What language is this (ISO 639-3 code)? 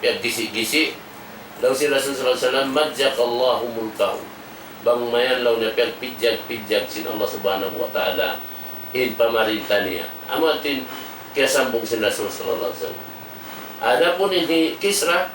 tsg